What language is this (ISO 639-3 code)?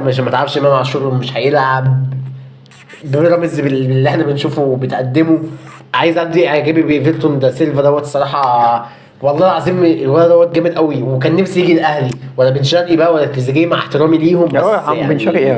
arz